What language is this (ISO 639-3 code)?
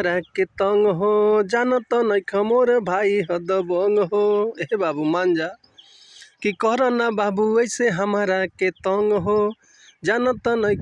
bho